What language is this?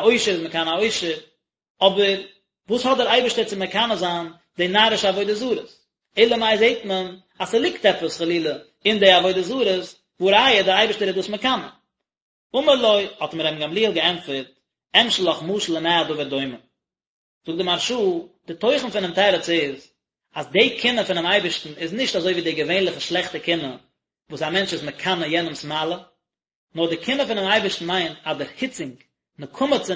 Yiddish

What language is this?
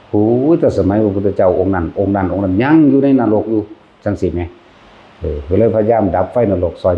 Lao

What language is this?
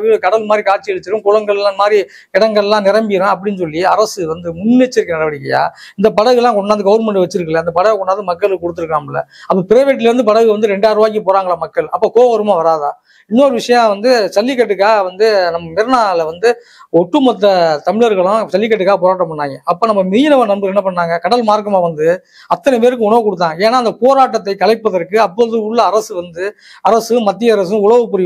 Tamil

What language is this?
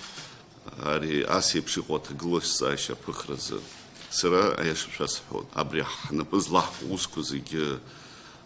Abkhazian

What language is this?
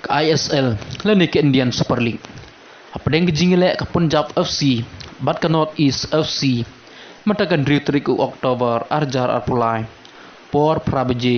Khasi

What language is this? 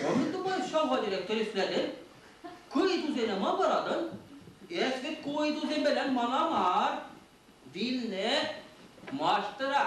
Chuvash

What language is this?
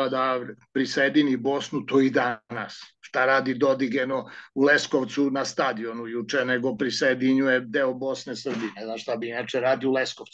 Serbian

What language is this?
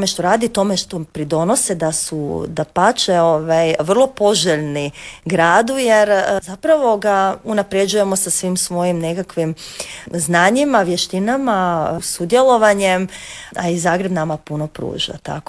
Croatian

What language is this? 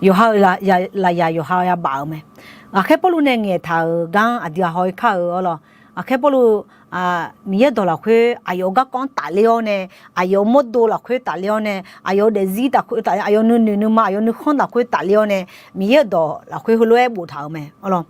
Akha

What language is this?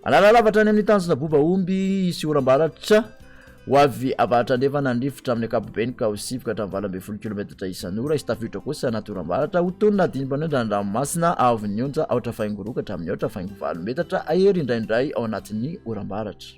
Malagasy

